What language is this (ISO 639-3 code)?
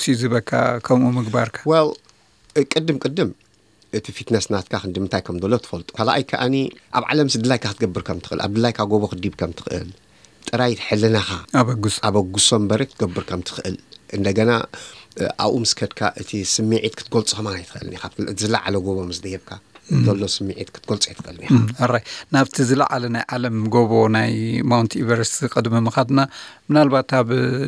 tir